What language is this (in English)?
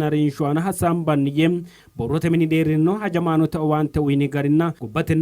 Sidamo